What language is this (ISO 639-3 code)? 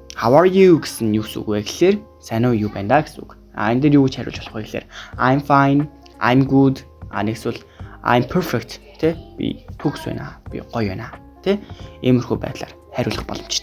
mon